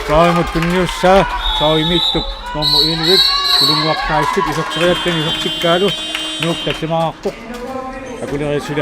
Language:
Kalaallisut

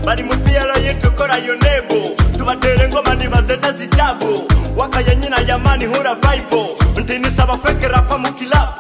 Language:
Nyoro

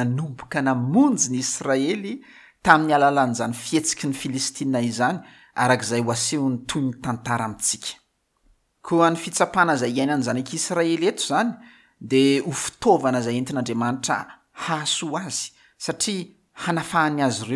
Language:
Malagasy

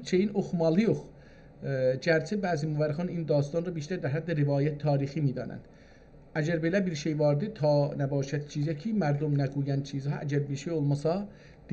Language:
South Azerbaijani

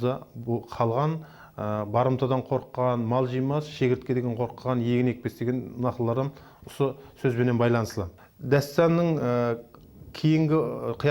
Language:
Kara-Kalpak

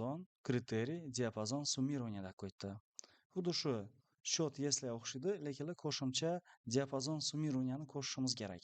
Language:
Uzbek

